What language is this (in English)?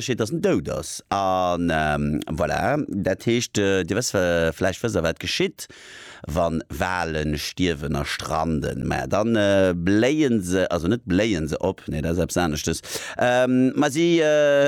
Luxembourgish